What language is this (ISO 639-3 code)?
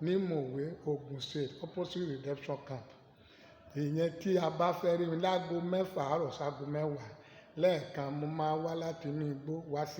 yor